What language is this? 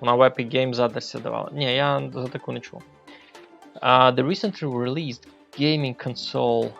Rusyn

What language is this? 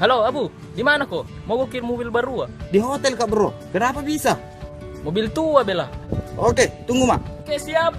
Makassar Malay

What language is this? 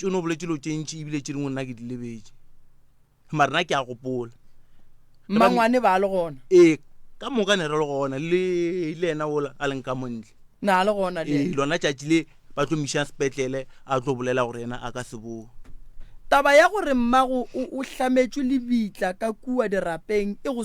Northern Sotho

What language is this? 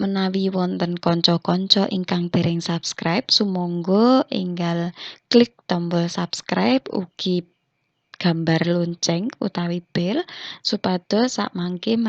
Javanese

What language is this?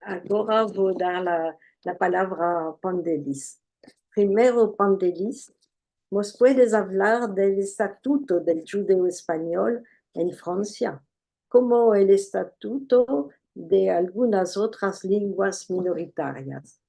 Ladino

